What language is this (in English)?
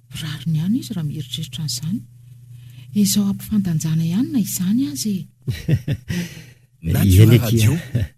Malagasy